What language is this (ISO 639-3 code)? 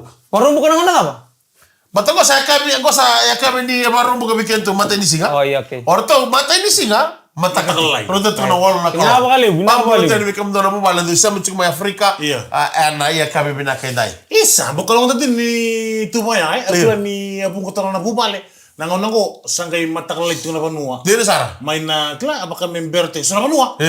fij